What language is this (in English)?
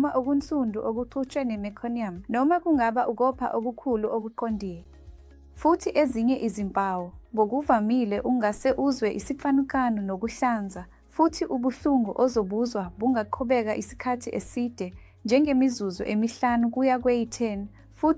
Zulu